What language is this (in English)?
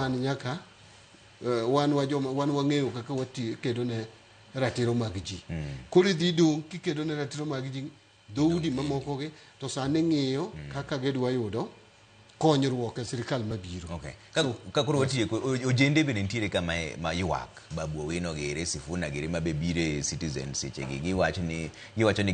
Luo (Kenya and Tanzania)